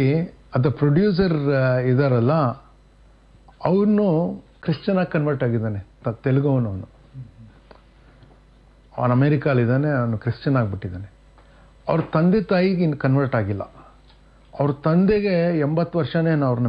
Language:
Kannada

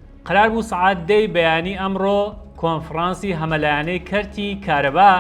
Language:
Central Kurdish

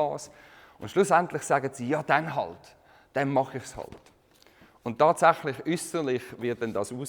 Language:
Swiss German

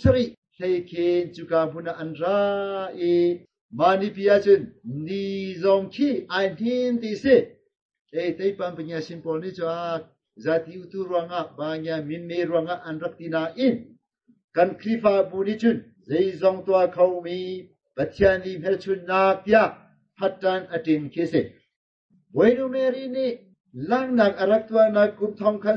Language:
Hakha Chin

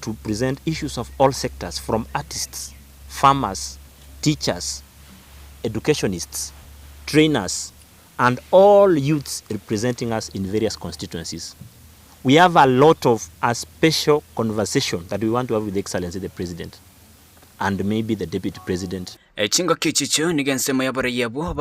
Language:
Gusii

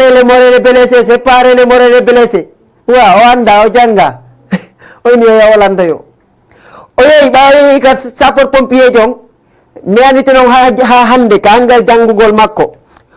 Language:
Fula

